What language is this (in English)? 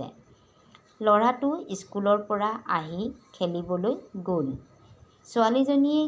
Assamese